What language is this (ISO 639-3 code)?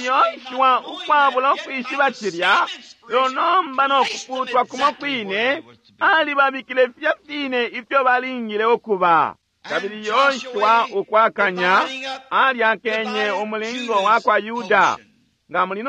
bem